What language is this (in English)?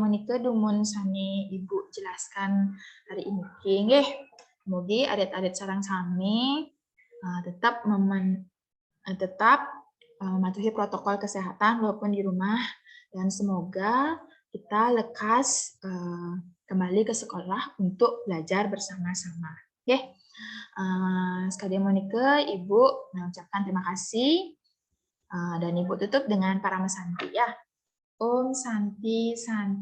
Balinese